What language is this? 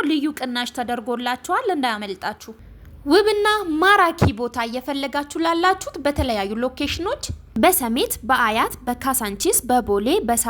Amharic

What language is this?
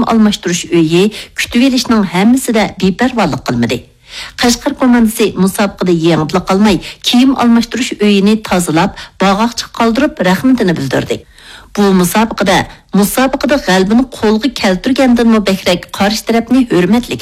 Uyghur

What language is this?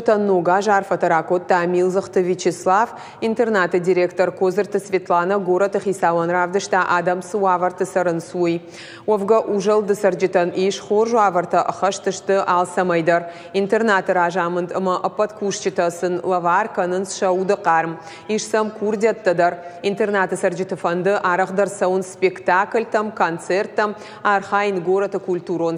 Ossetic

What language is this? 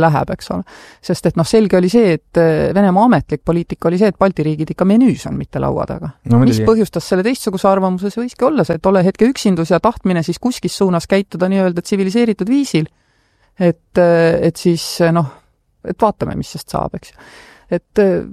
Estonian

